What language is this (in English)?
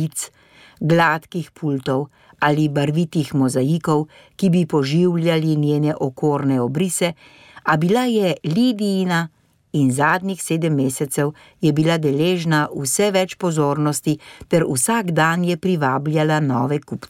Slovenian